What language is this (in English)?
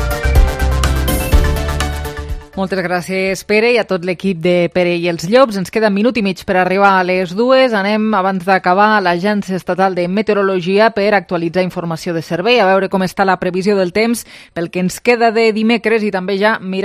Catalan